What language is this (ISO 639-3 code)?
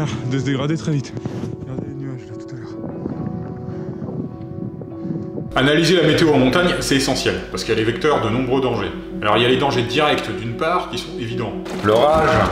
fra